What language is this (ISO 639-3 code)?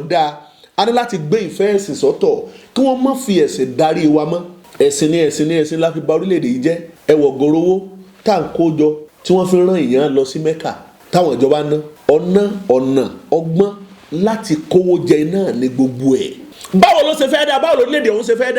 yor